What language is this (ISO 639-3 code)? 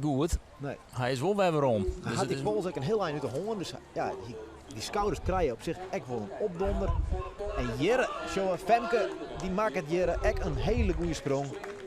fry